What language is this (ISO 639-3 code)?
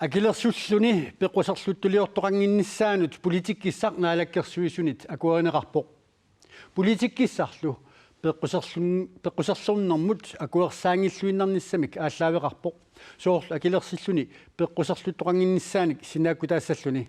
kal